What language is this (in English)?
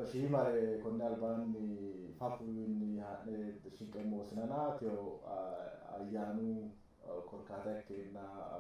Sidamo